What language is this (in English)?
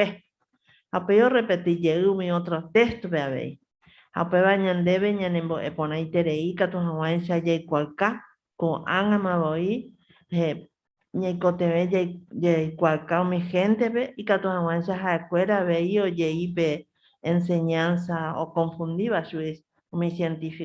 Guarani